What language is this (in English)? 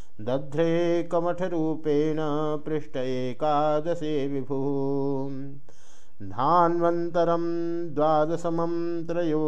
Sanskrit